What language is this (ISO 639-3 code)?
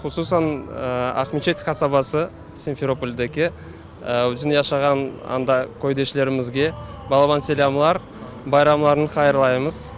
crh